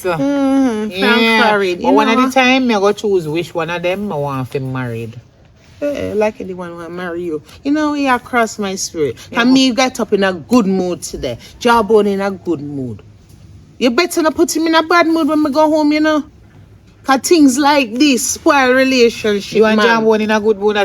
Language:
Jamaican Creole English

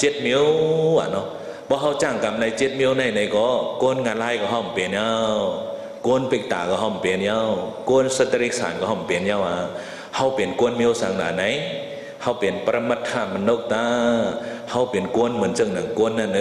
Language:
Shan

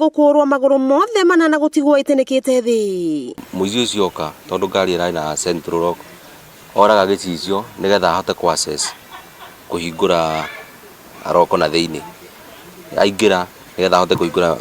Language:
Kikuyu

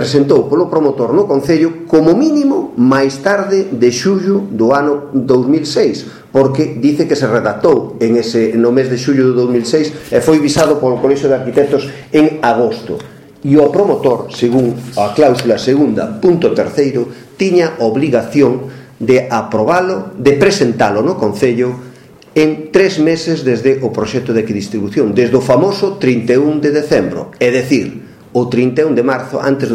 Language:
Galician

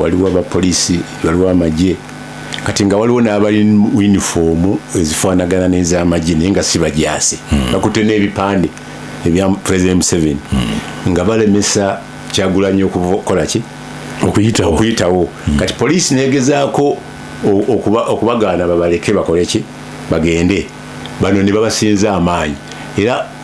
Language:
Ganda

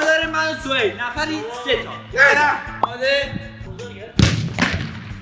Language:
Persian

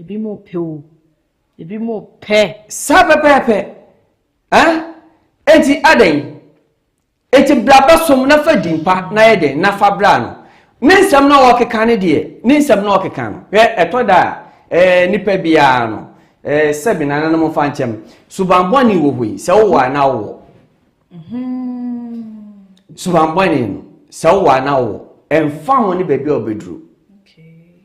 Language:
Akan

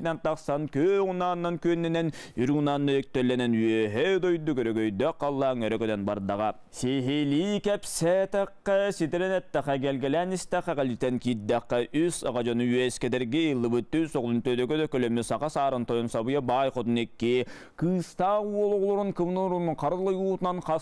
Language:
Yakut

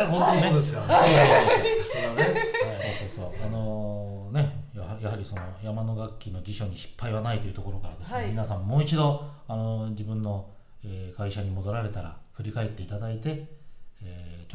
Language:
Japanese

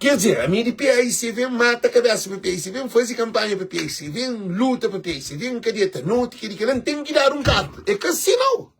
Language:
Kabuverdianu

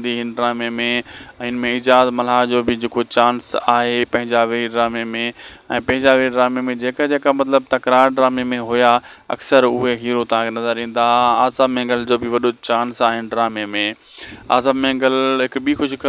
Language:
Sindhi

